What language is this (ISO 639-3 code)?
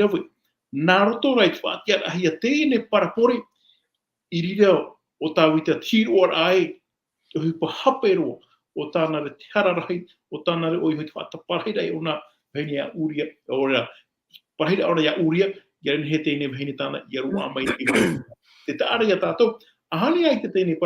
tah